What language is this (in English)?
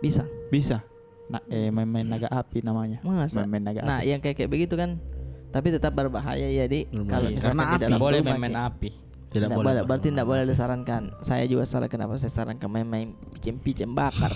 Makassar Malay